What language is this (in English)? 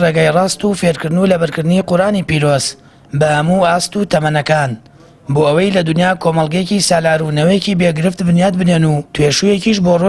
Central Kurdish